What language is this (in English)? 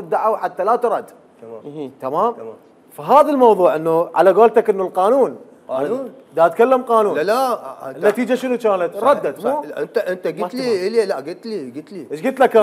Mesopotamian Arabic